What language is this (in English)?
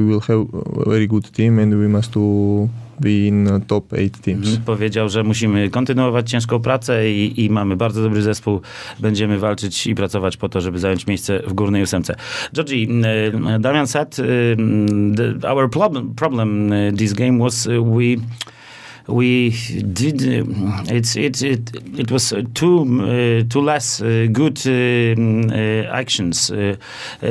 Polish